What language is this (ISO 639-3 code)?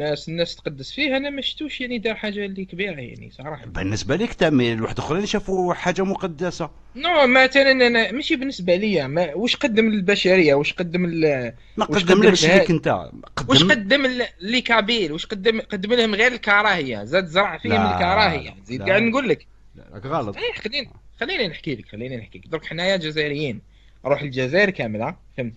arq